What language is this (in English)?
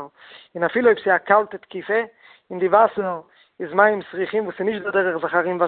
Yiddish